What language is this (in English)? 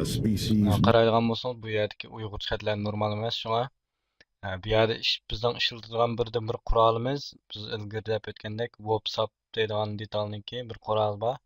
Uyghur